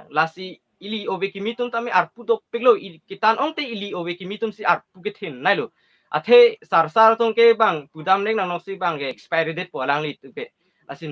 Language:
Karbi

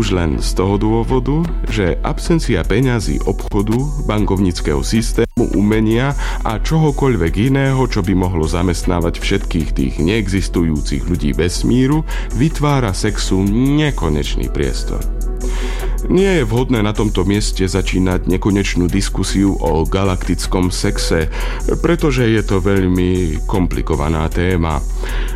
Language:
Slovak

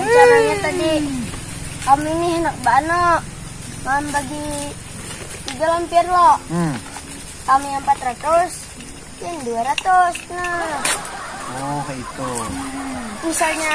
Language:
Banjar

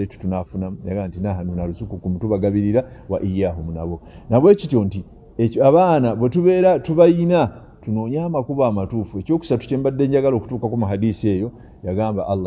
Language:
Ganda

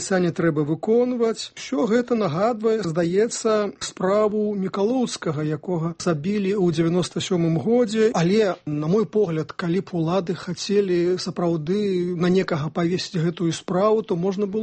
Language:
Belarusian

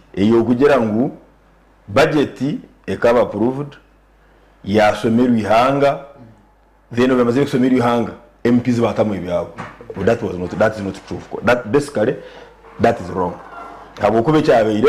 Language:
Nyankole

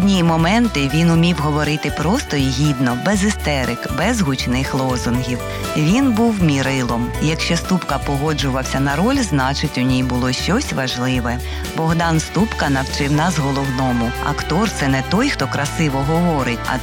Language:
Ukrainian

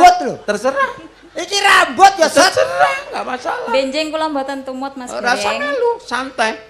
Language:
Javanese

